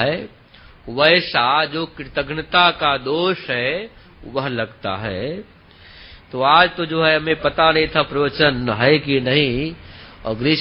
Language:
Hindi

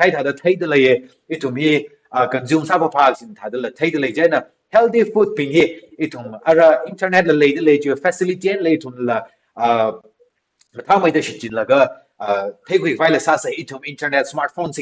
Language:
Tangkhul Naga (India)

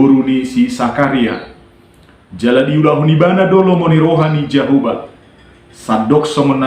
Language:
Batak Toba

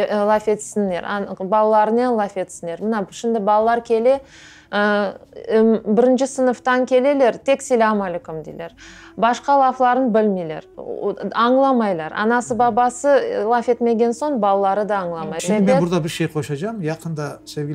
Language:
Crimean Tatar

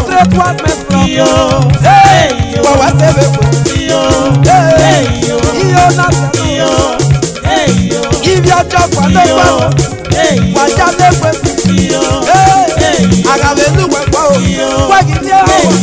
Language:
Esan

